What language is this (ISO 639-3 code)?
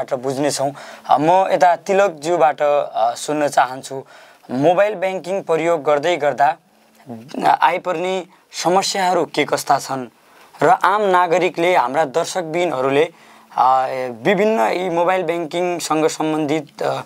nep